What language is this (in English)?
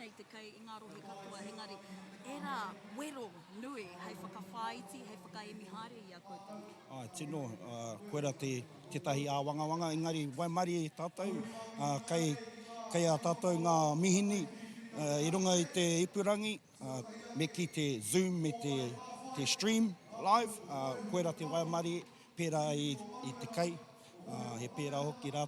Māori